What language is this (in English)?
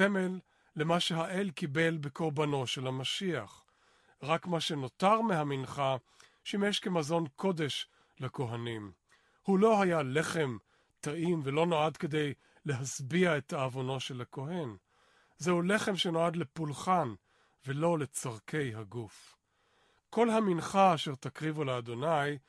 Hebrew